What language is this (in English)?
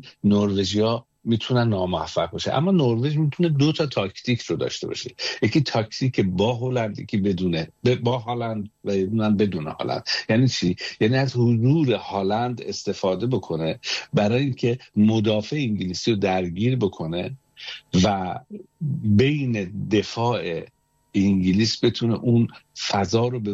Persian